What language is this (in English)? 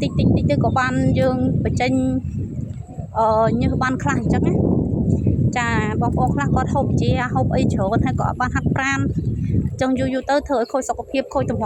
Khmer